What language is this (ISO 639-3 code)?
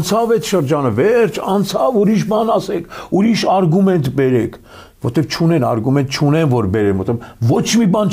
hye